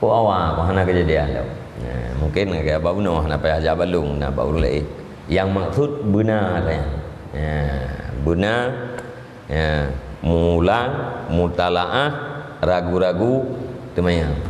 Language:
Achinese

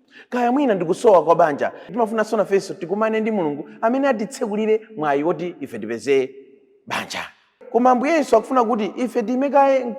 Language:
Nyanja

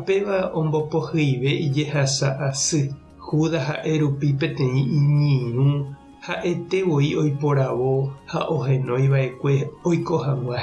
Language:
Guarani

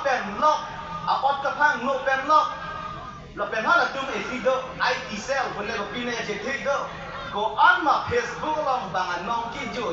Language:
Karbi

